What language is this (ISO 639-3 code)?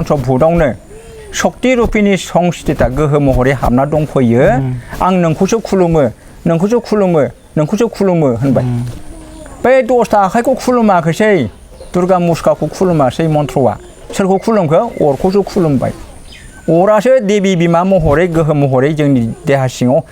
brx